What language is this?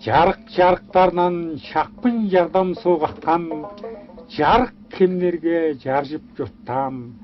Tuvinian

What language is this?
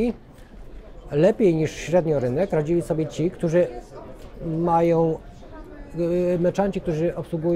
Polish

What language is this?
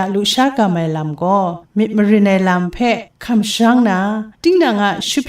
Kachin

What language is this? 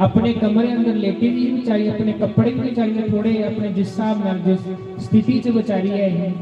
Dogri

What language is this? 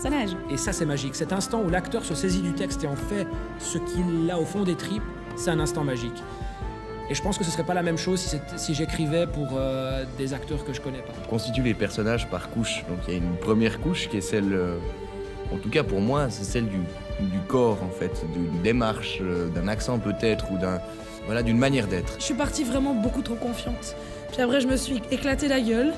French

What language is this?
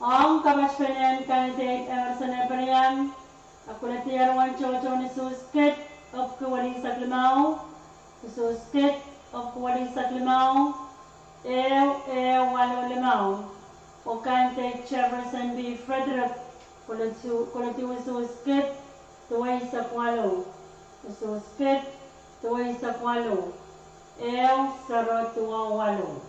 Pohnpeian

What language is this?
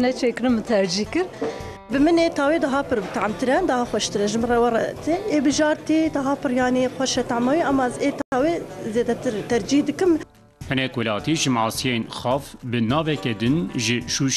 Kurdish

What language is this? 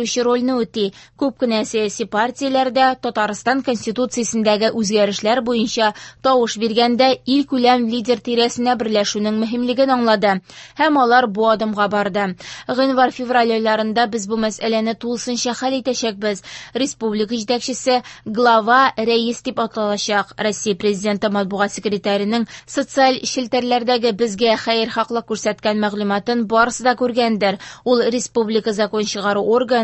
Tatar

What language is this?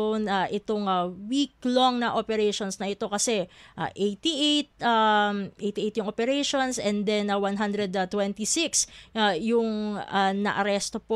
Filipino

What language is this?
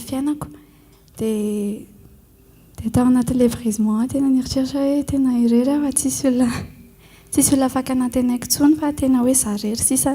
Malagasy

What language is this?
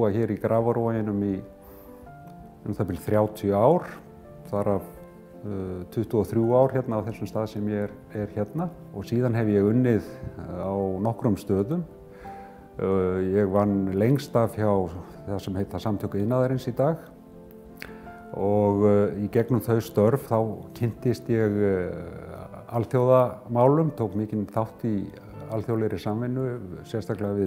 Icelandic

